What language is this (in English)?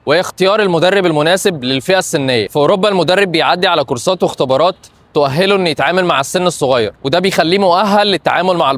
Egyptian Arabic